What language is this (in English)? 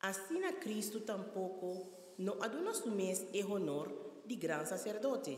Papiamento